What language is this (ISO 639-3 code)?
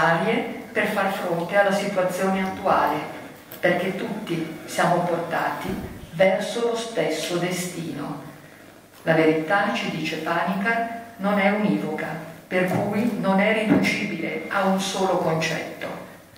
ita